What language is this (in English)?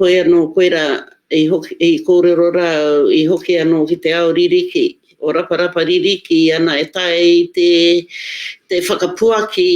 Māori